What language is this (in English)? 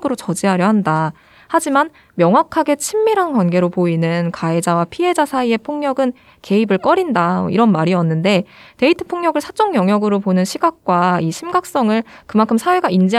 Korean